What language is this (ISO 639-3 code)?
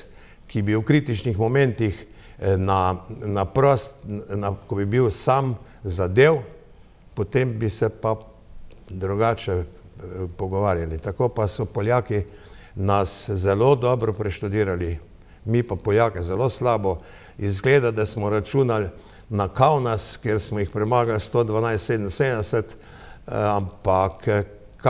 slv